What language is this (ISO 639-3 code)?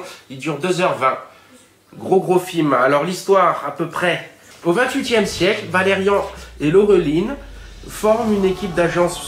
fra